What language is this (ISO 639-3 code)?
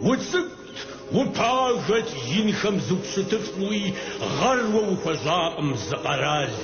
kbd